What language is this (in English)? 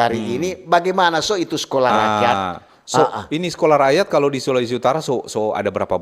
Manado Malay